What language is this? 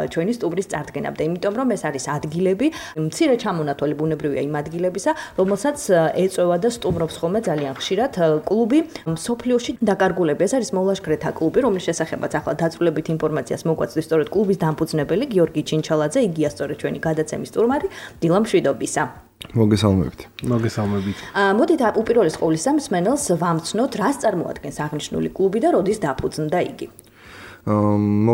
Georgian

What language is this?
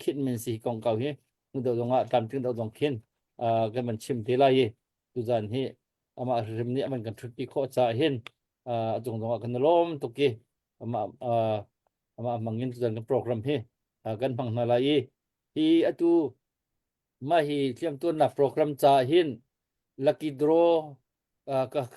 Hakha Chin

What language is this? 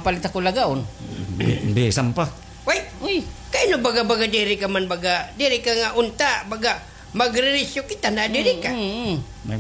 Waray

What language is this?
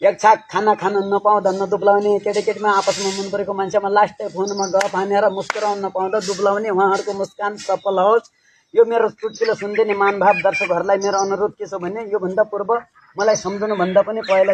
Nepali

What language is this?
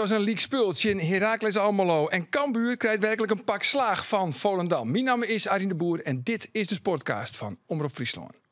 Western Frisian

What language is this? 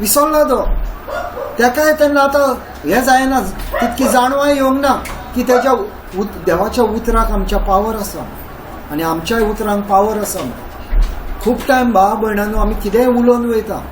Konkani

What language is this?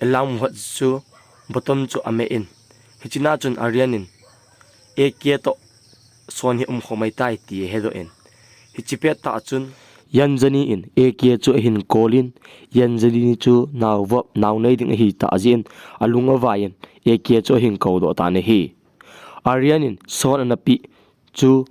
Thado Chin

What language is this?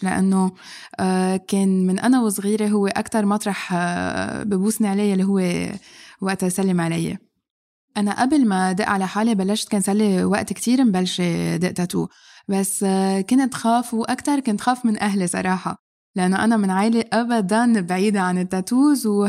North Levantine Arabic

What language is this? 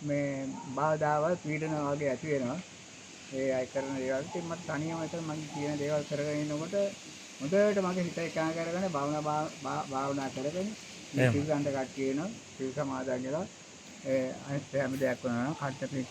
Sinhala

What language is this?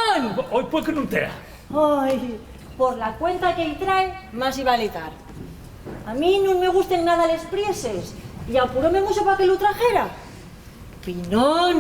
Asturian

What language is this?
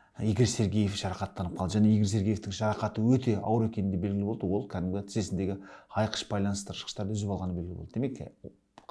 Kazakh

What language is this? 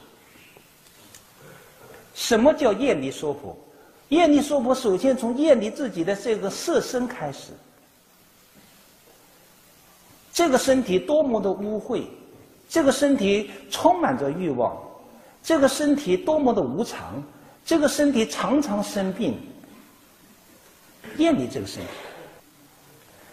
Chinese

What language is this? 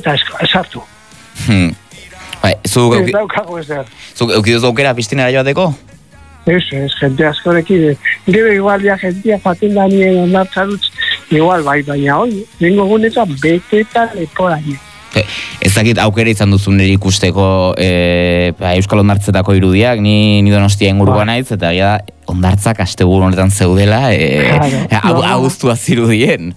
Basque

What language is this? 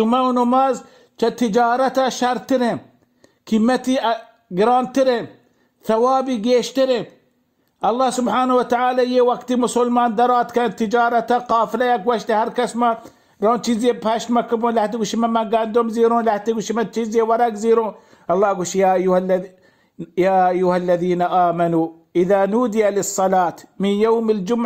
Baluchi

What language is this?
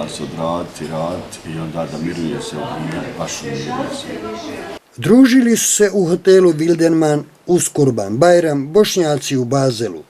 Bosnian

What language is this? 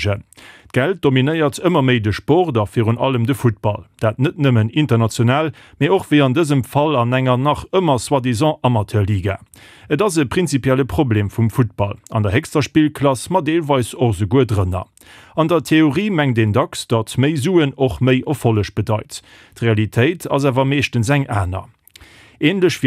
Luxembourgish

